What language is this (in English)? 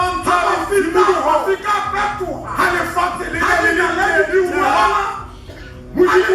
Southern Sotho